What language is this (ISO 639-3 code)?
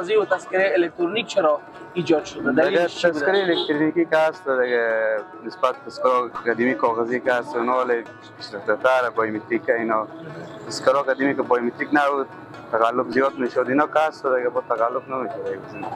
fas